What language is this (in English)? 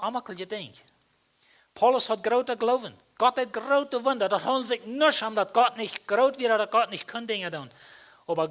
Plautdietsch